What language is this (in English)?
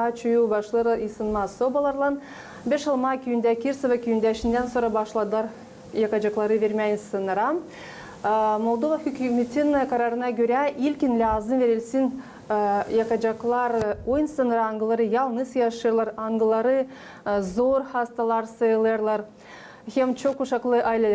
Gagauz